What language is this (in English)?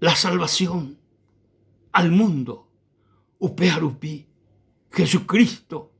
Guarani